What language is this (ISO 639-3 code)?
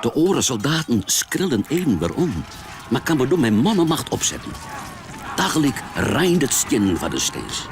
fry